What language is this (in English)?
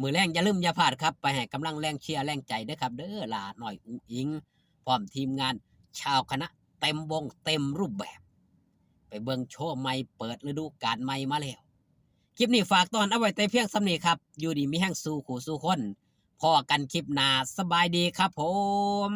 Northeastern Thai